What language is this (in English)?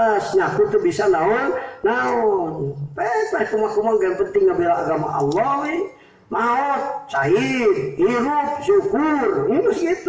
Sundanese